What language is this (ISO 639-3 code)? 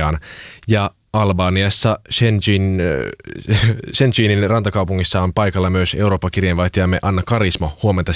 fin